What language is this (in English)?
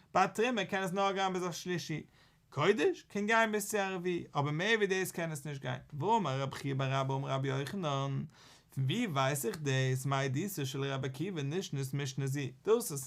Yiddish